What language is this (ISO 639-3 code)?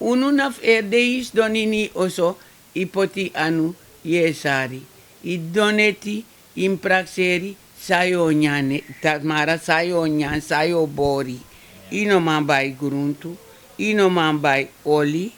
srn